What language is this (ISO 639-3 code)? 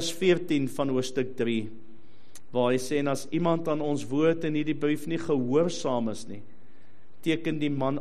afr